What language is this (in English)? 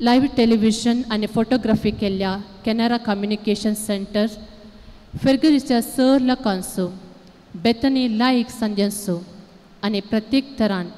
Konkani